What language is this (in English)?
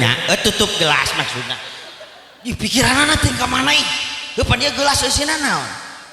Sundanese